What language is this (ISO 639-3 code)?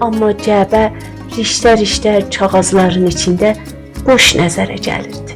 azb